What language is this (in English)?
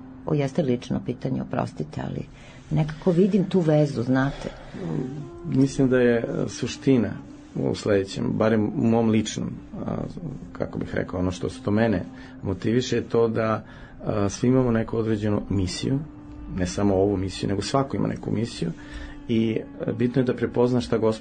Serbian